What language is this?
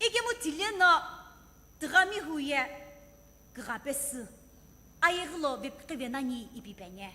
Sumi Naga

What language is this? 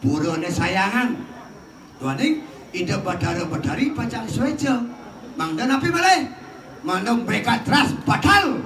Balinese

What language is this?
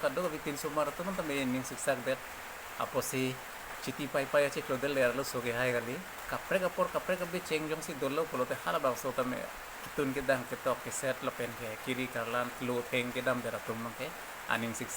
Karbi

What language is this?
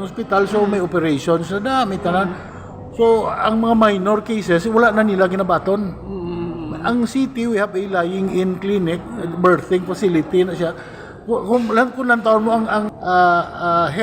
Hiligaynon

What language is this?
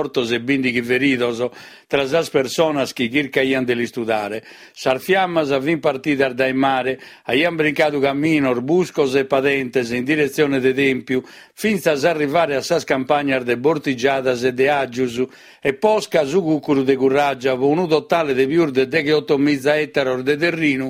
Sardinian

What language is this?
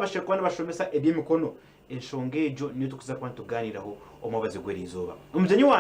Nyankole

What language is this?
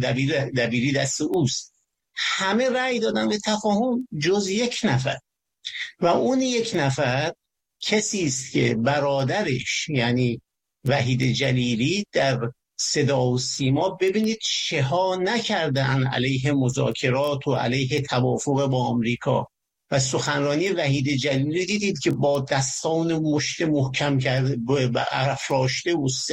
Persian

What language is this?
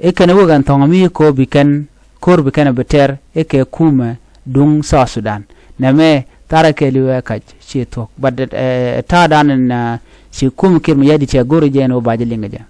Nuer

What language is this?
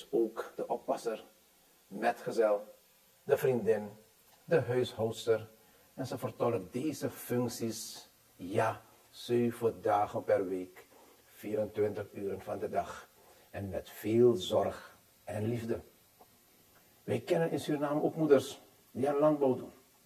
Dutch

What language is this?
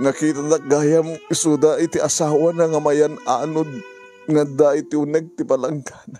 Iloko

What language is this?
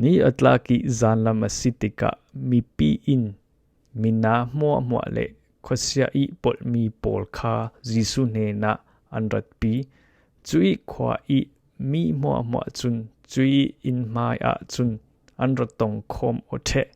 Falam Chin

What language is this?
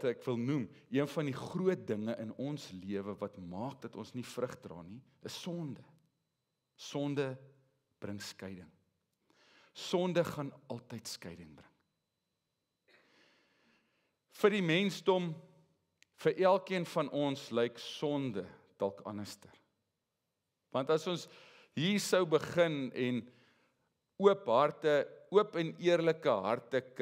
Afrikaans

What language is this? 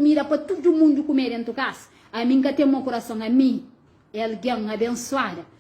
Kabuverdianu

